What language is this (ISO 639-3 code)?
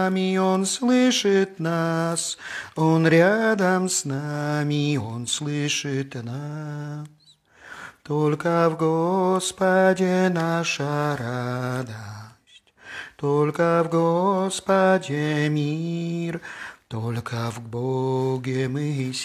rus